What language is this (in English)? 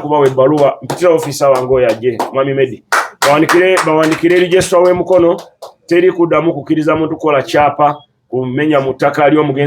Ganda